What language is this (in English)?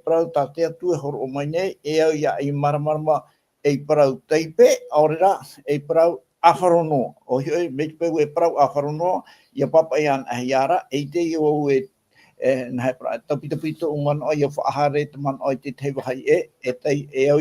Tahitian